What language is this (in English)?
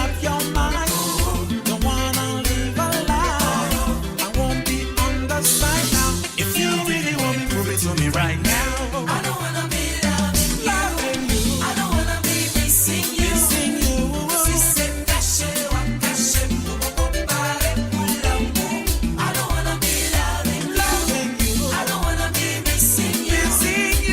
Morisyen